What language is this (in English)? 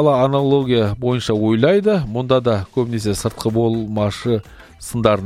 Kazakh